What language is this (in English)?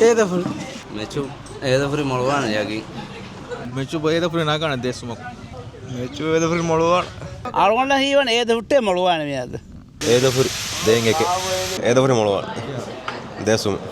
Divehi